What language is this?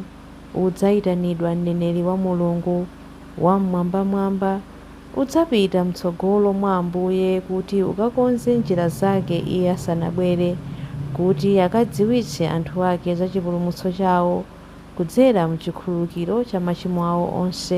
Nyanja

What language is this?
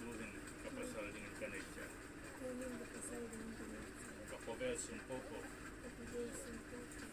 Hmar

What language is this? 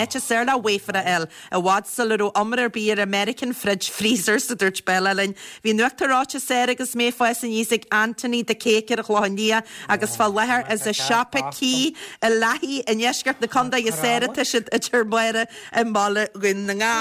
Irish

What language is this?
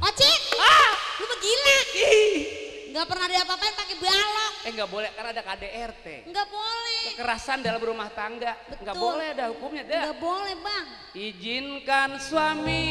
Betawi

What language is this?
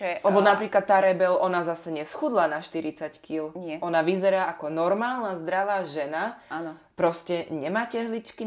Slovak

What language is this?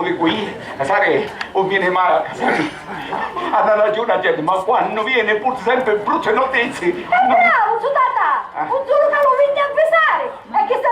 Sicilian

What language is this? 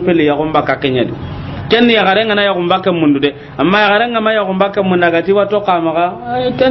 Soninke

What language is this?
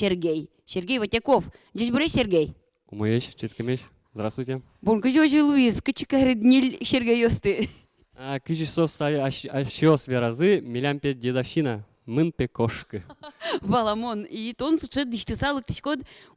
Udmurt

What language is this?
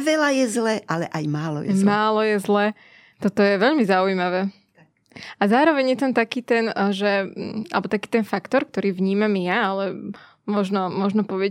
Slovak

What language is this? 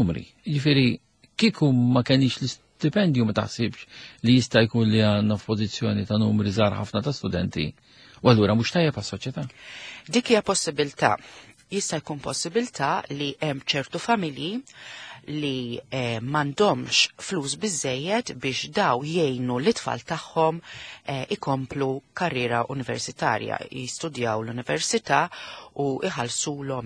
Maltese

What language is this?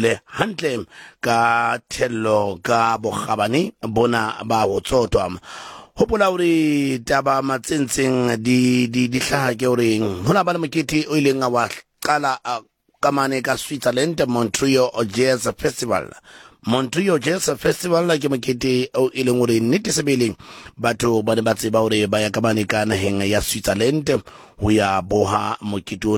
Southern Sotho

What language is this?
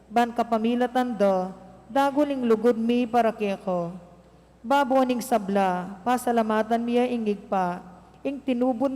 Pampanga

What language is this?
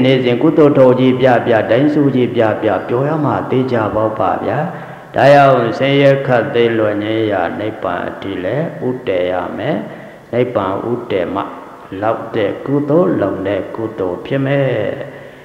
Burmese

